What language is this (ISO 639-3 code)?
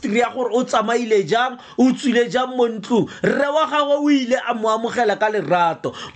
tsn